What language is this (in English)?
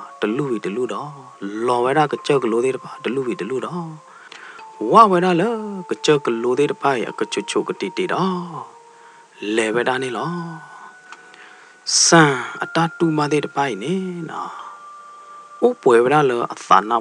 S'gaw Karen